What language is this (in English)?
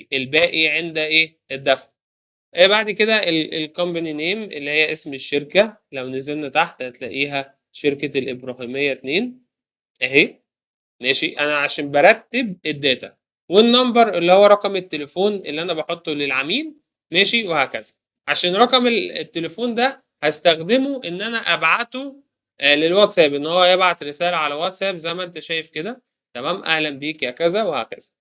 Egyptian Arabic